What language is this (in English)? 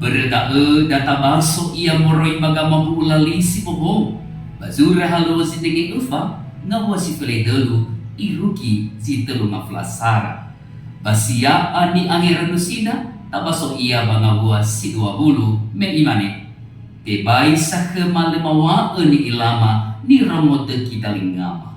Nias